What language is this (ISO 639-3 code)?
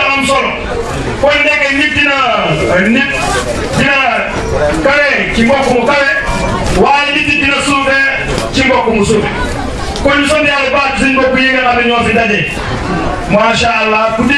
wol